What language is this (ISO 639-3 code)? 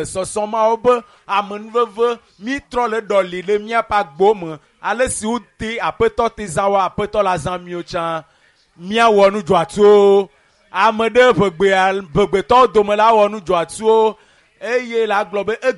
ewe